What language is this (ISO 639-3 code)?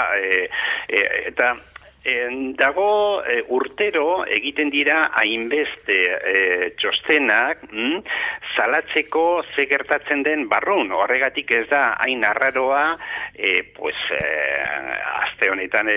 eus